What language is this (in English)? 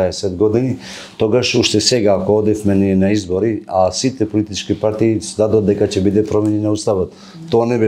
Macedonian